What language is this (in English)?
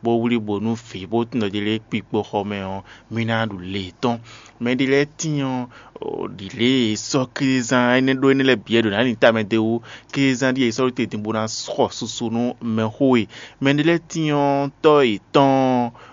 Fon